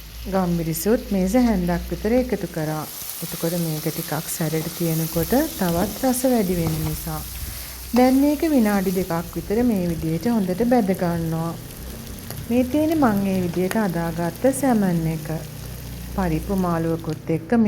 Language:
Sinhala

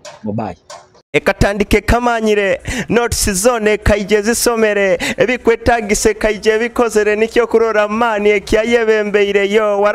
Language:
Nyoro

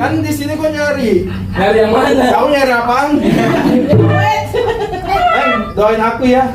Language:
Betawi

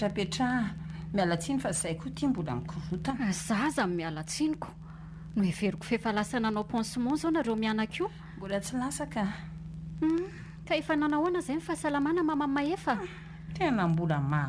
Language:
Malagasy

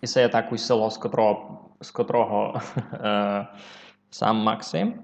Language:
Rusyn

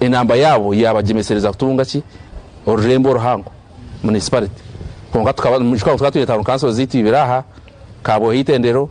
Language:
Nyankole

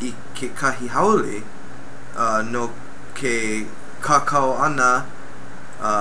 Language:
Hawaiian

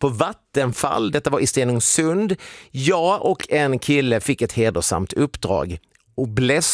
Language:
Swedish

